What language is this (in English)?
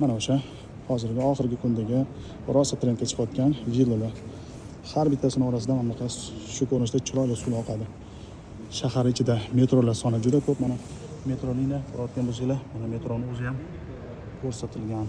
Uzbek